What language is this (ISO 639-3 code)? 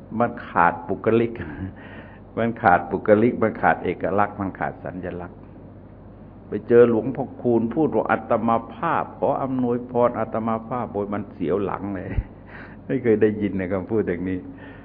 tha